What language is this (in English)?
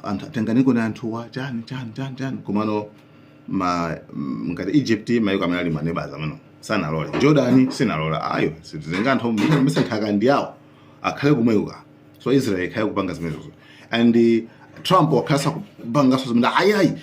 Nyanja